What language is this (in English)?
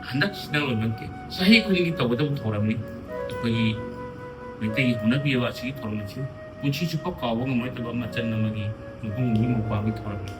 Manipuri